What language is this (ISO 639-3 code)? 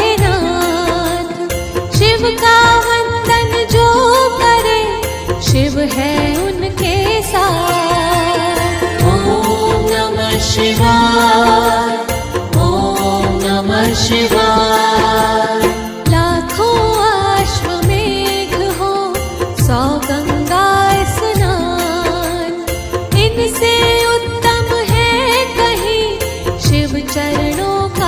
hin